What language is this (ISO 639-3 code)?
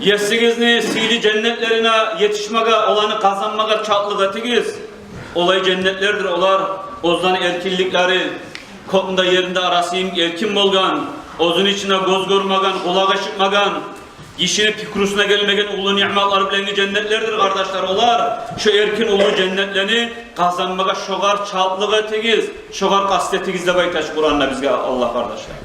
kum